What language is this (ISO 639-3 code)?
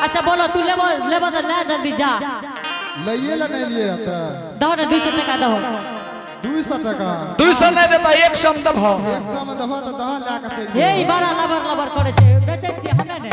anp